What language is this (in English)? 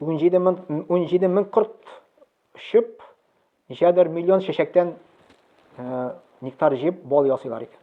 Tatar